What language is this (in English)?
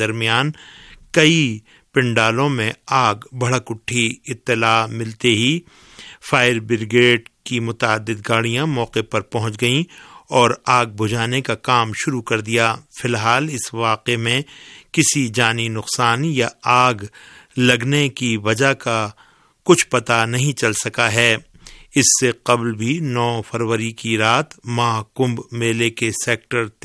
Urdu